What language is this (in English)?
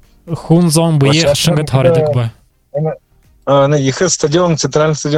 Buriat